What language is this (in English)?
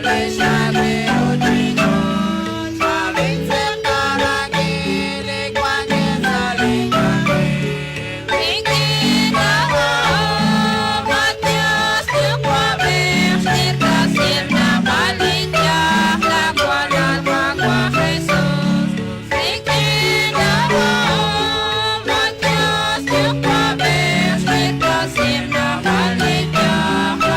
Kekchí